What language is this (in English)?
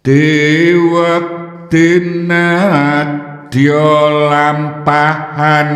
Javanese